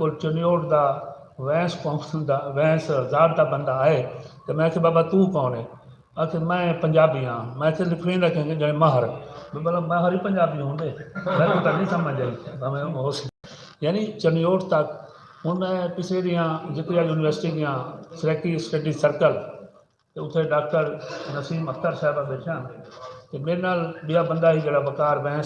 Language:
Saraiki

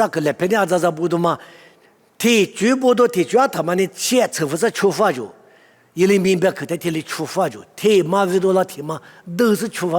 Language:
Lisu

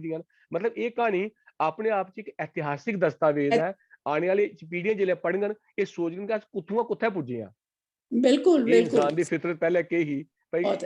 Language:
Dogri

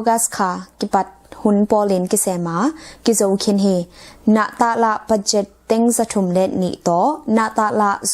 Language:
Tedim Chin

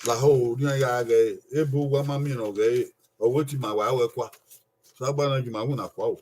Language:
Bini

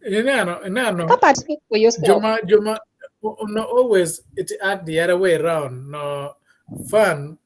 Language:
Acoli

